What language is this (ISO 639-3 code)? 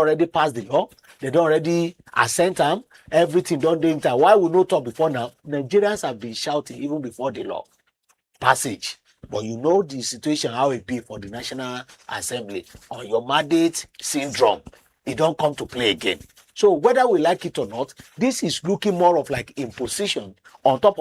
pcm